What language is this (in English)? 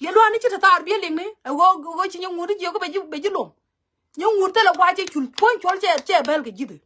Nuer